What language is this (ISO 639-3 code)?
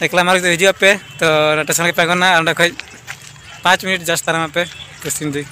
sat